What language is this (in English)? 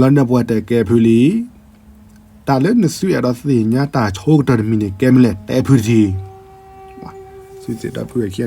S'gaw Karen